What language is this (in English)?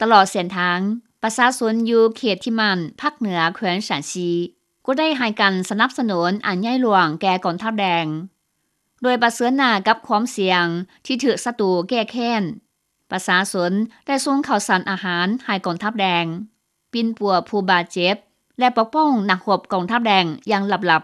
Lao